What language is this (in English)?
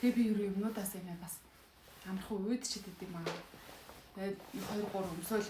Mongolian